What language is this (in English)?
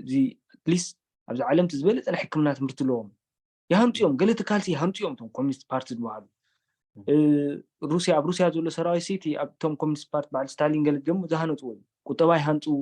Tigrinya